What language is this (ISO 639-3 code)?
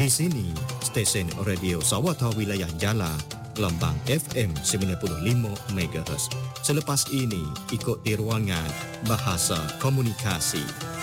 msa